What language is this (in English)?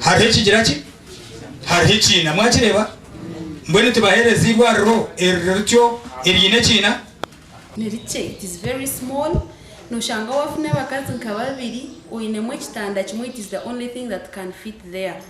Nyankole